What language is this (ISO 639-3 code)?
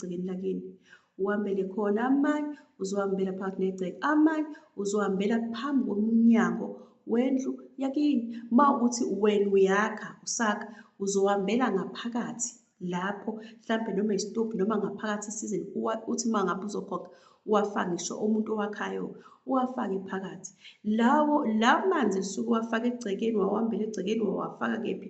zul